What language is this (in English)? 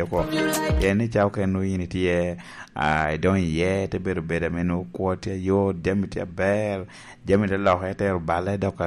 Lango (Uganda)